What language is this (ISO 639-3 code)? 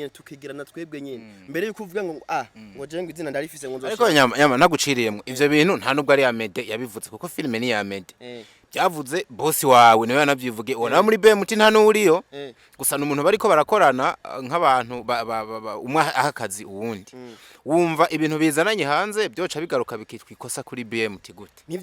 run